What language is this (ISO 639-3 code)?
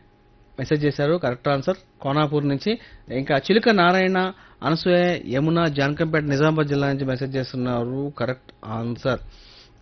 tel